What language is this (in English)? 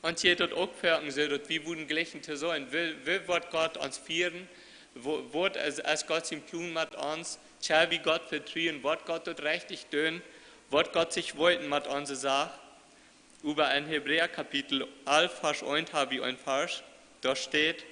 Plautdietsch